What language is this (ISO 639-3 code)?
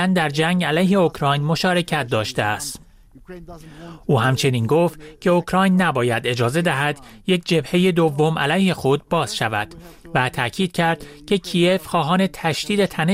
fas